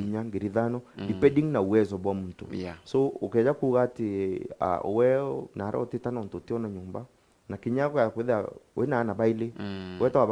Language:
Meru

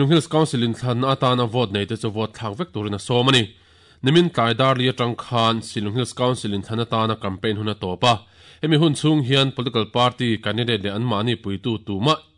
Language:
Mizo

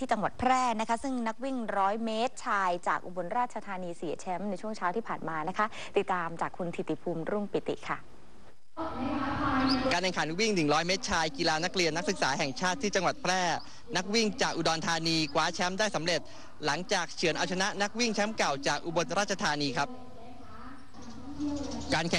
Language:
Thai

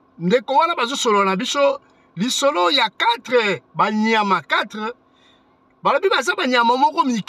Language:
Lingala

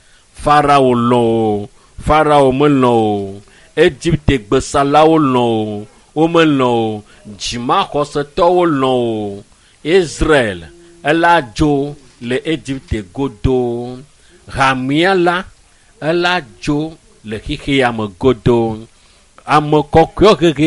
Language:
Ewe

